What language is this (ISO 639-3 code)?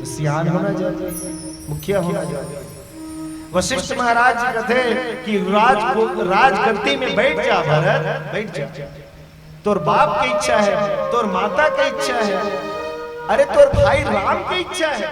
hne